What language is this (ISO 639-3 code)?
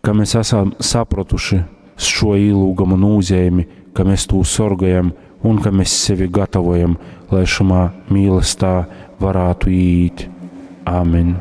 ltg